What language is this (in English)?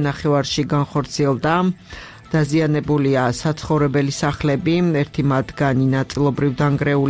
Georgian